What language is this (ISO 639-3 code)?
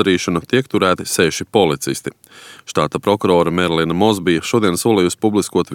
lav